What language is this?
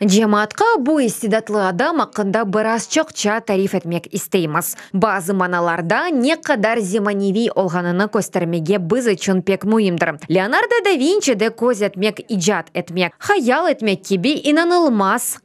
Crimean Tatar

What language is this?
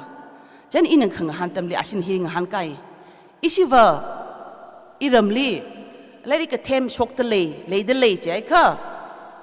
Tangkhul Naga (India)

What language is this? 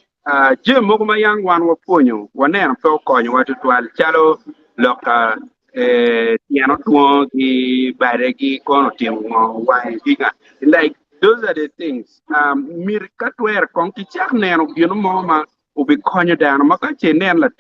Acoli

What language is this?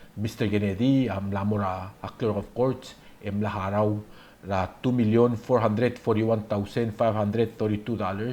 Palauan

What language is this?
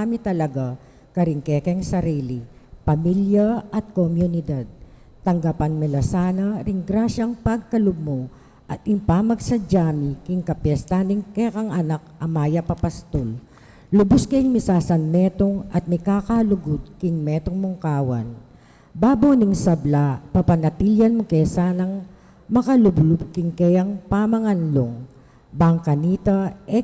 Pampanga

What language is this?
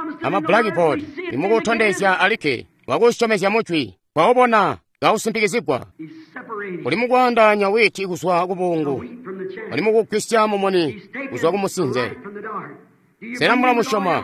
Tonga (Zambia)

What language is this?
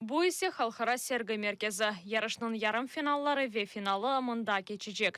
Crimean Tatar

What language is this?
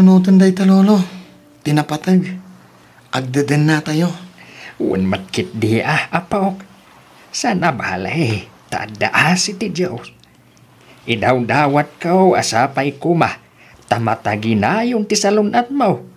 Iloko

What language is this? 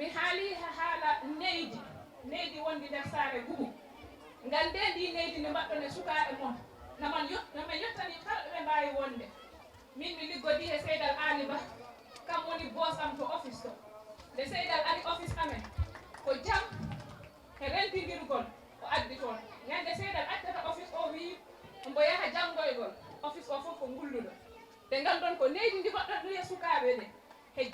Fula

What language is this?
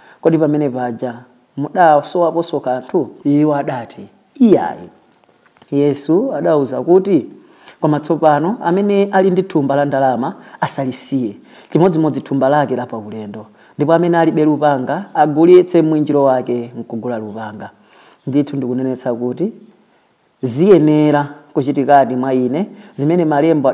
Nyanja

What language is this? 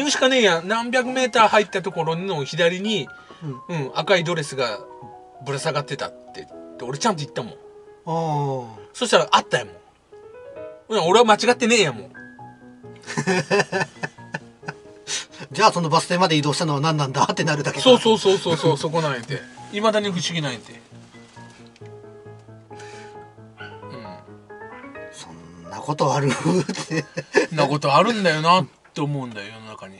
Japanese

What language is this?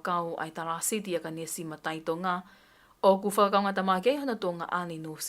Tongan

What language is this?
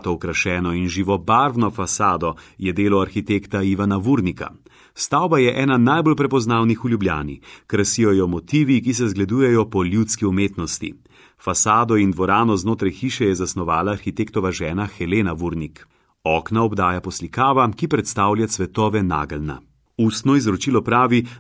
Slovenian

